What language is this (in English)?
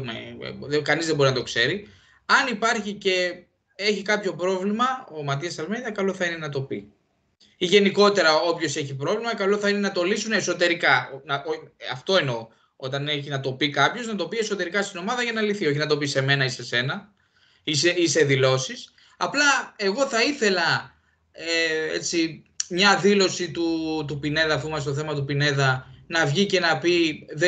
Greek